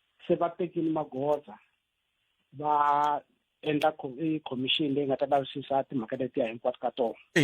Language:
Tsonga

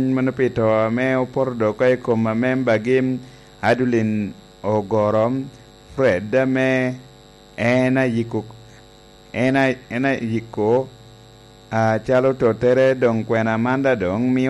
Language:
Lango (Uganda)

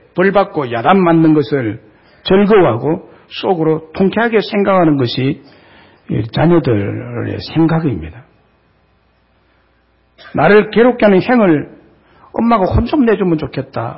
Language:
Korean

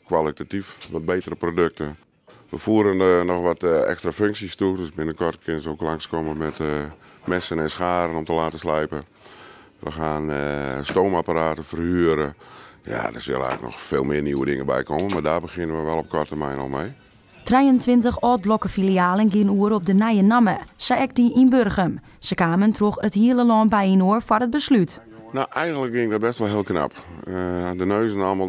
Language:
Western Frisian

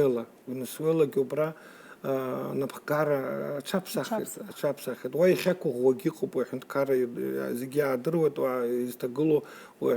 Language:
Abkhazian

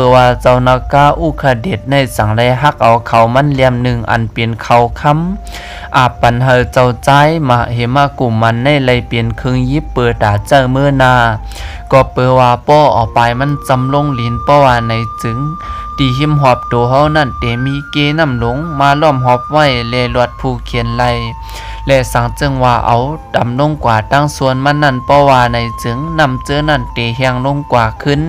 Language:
Shan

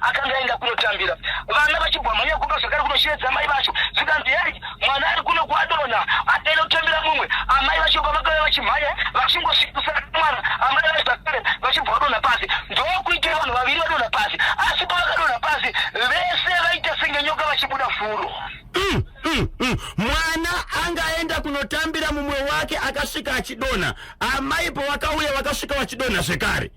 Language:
Shona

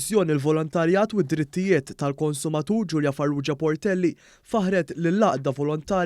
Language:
Maltese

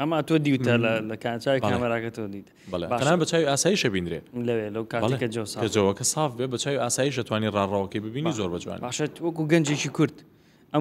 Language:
Central Kurdish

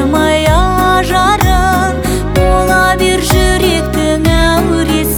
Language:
Kazakh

